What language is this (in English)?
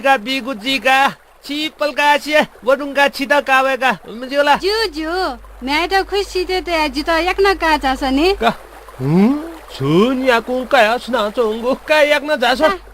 Newari